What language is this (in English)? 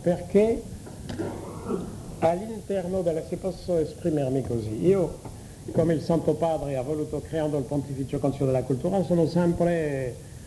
Italian